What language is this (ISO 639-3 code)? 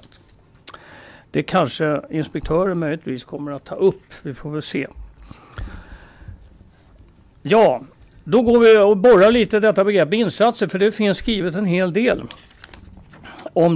swe